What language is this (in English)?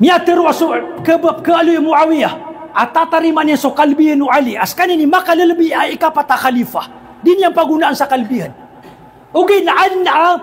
Maranao